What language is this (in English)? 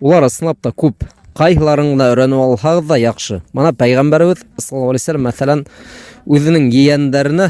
Bashkir